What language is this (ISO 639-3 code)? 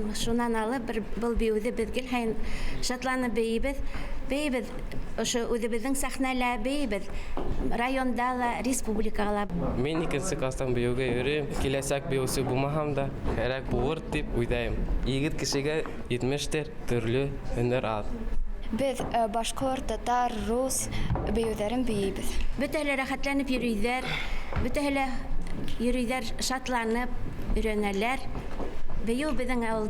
bak